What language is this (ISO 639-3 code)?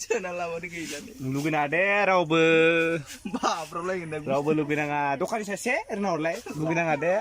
brx